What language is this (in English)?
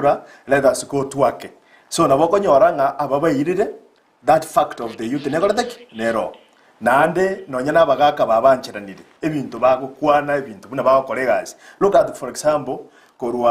Gusii